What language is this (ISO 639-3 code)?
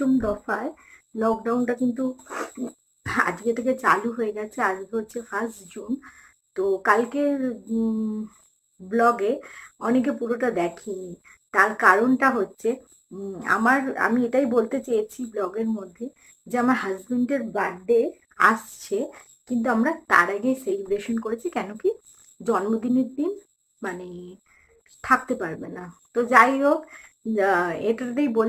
ben